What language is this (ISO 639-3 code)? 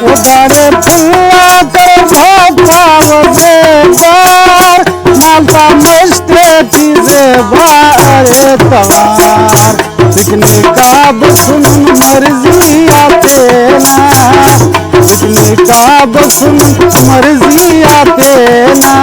brh